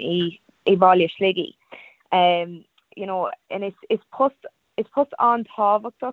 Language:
Irish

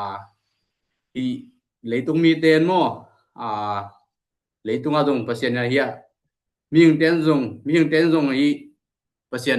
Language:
Tedim Chin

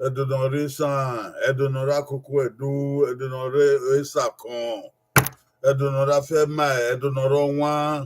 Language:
Bini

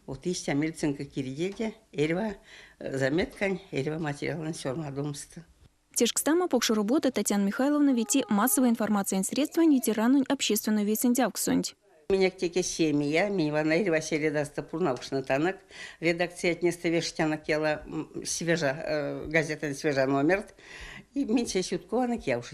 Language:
Erzya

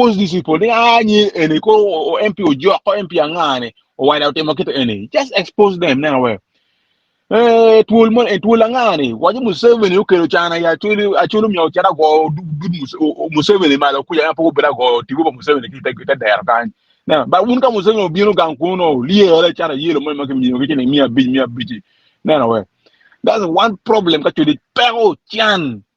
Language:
Acoli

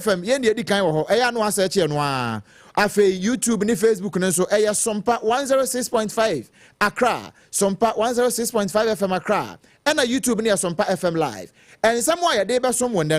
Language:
Akan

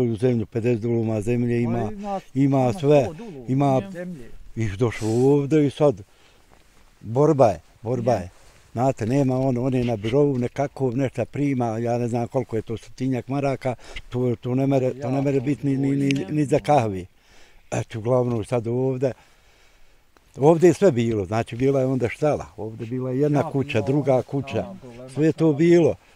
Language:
Bosnian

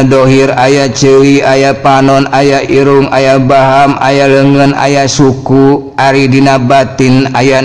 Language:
Sundanese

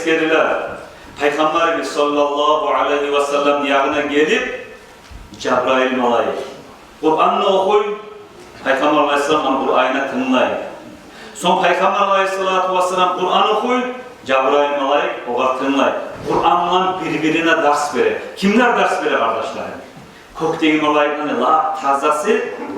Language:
Kumyk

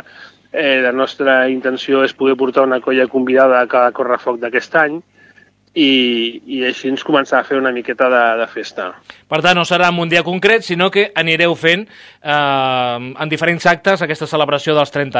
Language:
Catalan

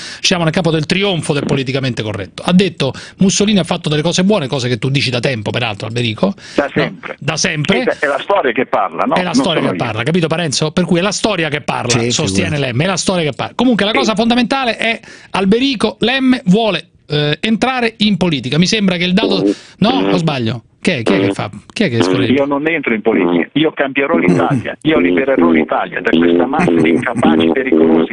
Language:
Italian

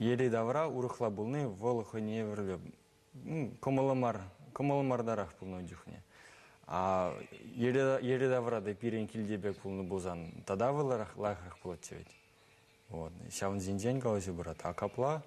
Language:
Chuvash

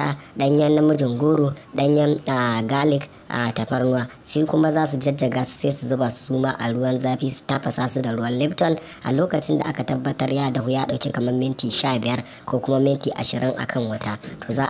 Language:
Hausa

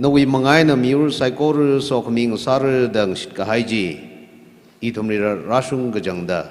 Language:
Tangkhul Naga (India)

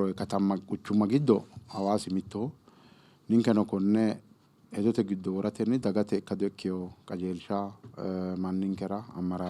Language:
Sidamo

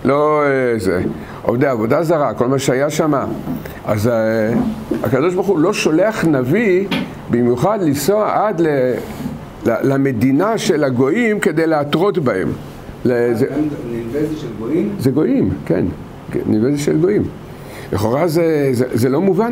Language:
Hebrew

